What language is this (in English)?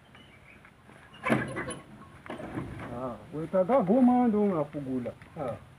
Swahili